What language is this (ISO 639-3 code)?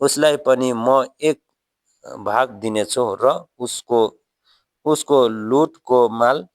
nep